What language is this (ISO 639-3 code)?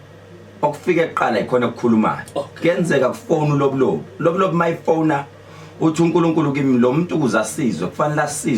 zul